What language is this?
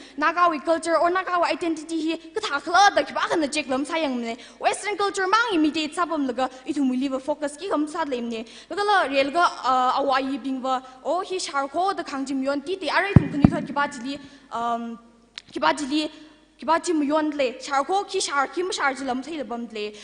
Tangkhul Naga (India)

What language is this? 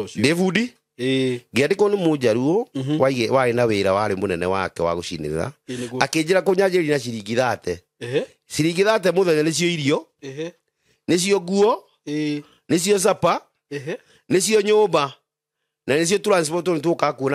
Kikuyu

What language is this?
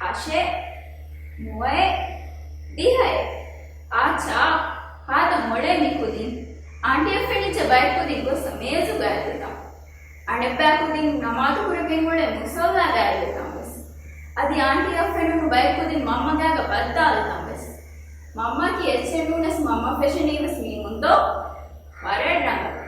Divehi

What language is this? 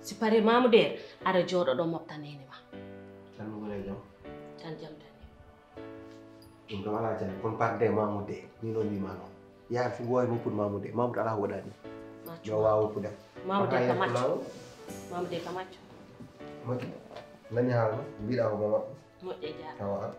Fula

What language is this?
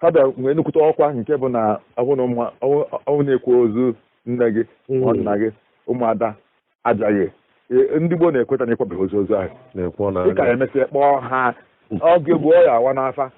Igbo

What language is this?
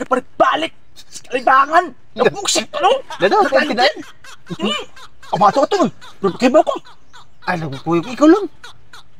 Cebuano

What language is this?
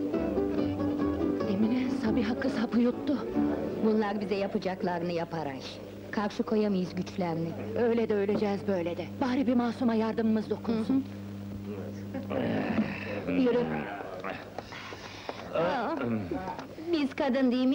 Turkish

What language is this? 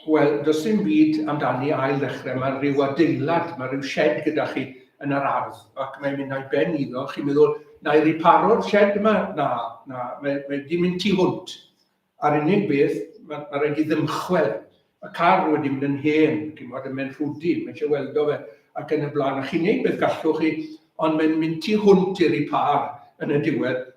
Welsh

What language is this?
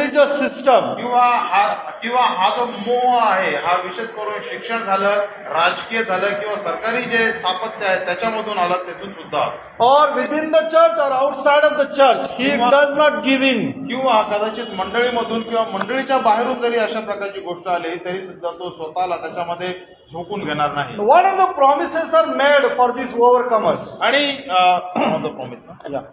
Marathi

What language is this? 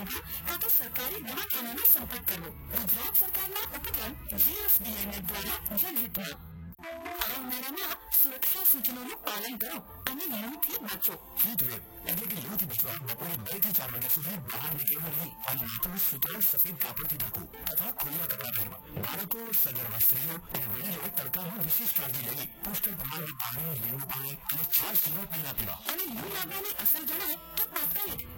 Gujarati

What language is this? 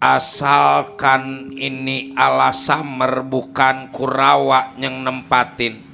Betawi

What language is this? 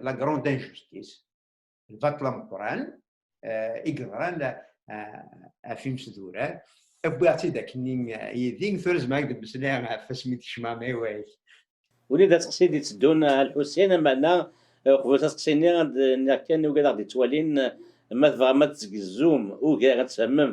Kabyle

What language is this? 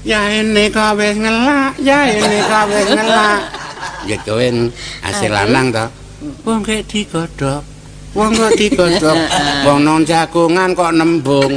Javanese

